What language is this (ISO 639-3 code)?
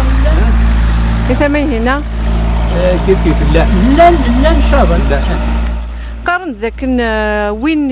kab